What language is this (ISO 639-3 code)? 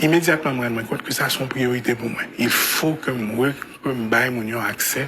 hat